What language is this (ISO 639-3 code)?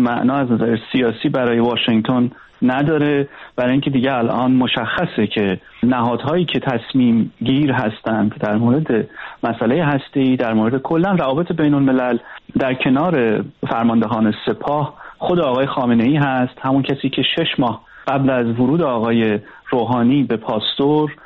fas